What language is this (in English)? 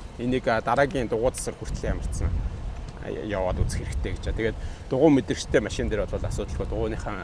Mongolian